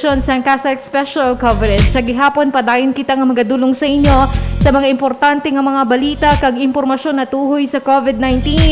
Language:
Hiligaynon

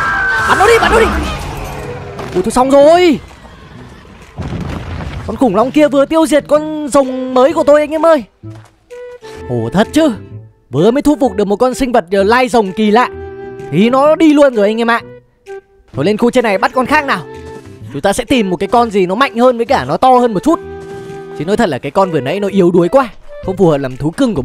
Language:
Vietnamese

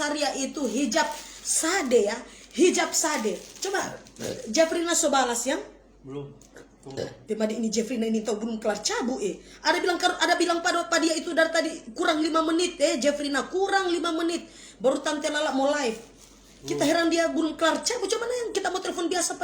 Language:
Manado Malay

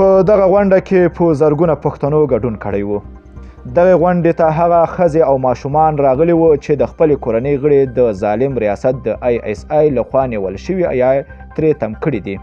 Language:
Pashto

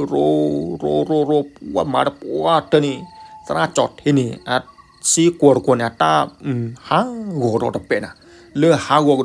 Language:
S'gaw Karen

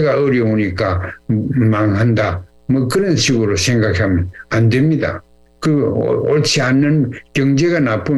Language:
Korean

